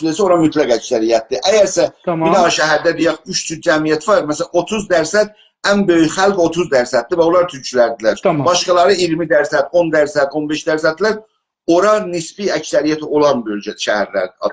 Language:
South Azerbaijani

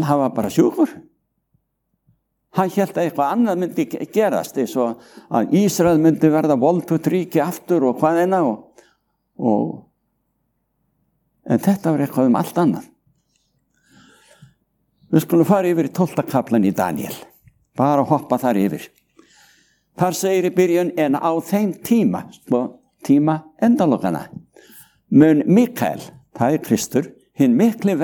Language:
Icelandic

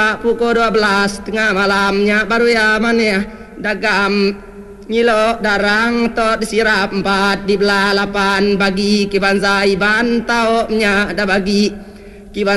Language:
Iban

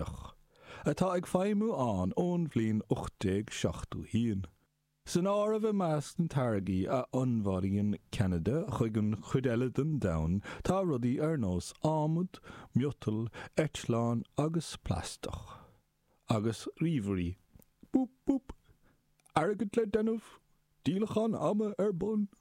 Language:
Irish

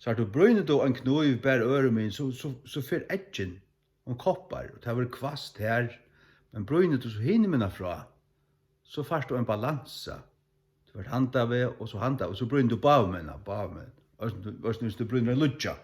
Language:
Faroese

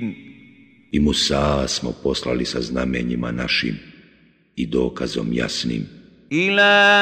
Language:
Bosnian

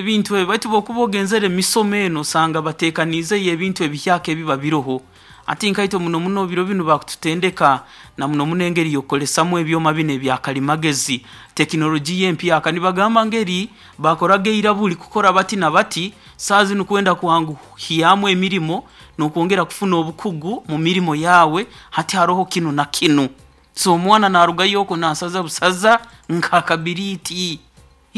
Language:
Nyoro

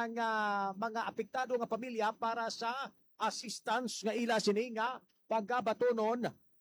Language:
Hiligaynon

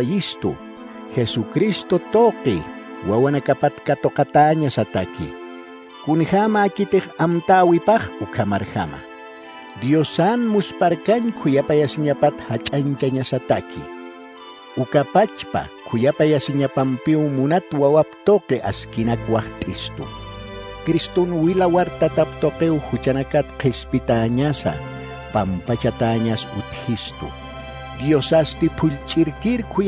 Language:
Aymara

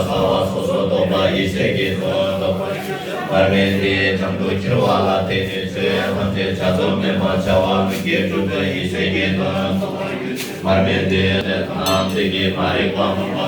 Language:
Tibetan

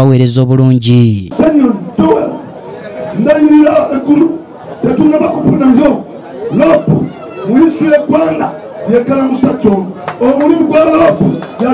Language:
Ganda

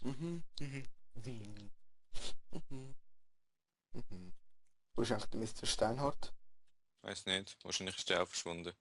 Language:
Swiss German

